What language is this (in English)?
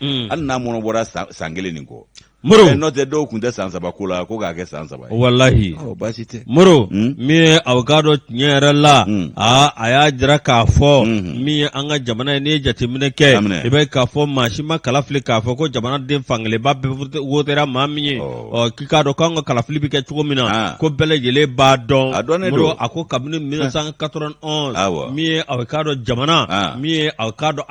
Bambara